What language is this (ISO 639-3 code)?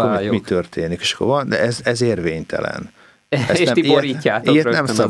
hun